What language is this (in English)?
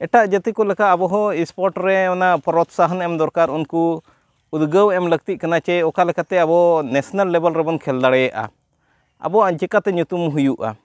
Santali